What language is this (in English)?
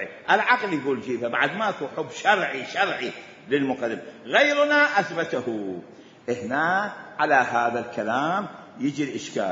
Mesopotamian Arabic